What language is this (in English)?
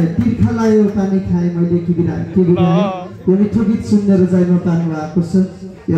Nepali